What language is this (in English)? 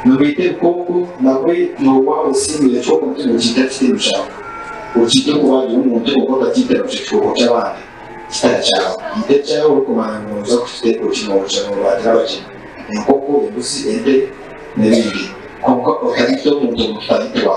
Nyankole